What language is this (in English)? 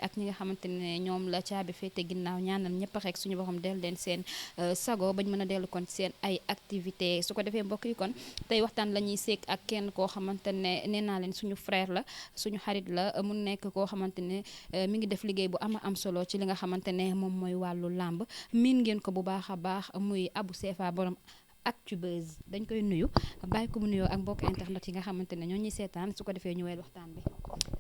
Wolof